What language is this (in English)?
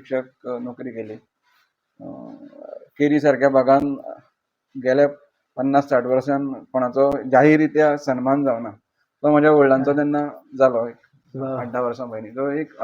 Konkani